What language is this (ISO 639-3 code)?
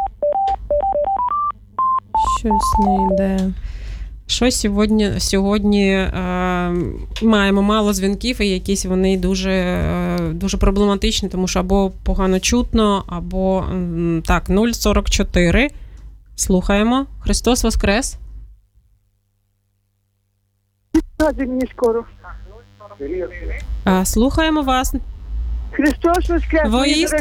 ukr